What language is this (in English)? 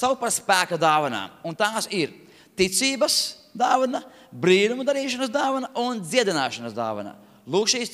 Latvian